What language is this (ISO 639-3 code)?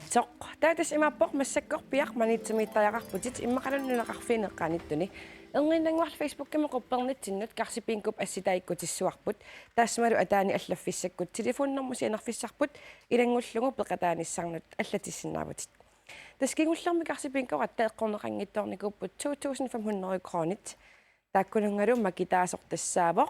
kal